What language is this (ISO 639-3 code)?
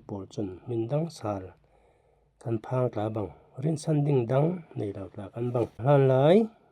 cfm